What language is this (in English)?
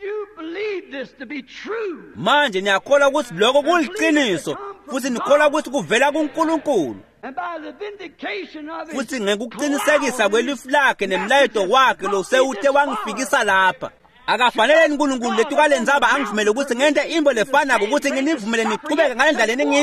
Swati